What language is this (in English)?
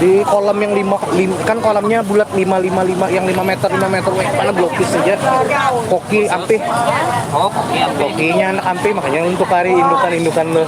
Banjar